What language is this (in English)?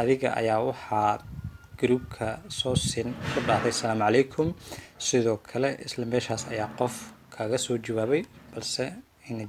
Somali